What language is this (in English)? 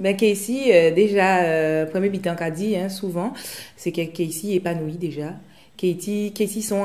Guadeloupean Creole French